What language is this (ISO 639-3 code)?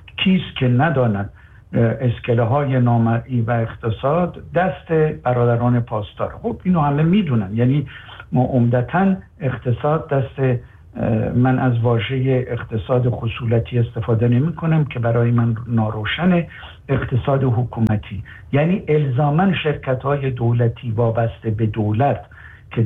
fas